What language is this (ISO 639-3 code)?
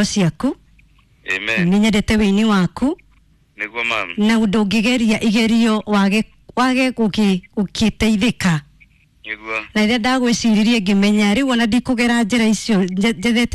kik